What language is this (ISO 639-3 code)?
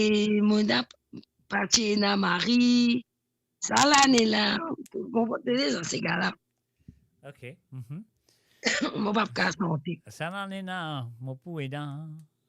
mfe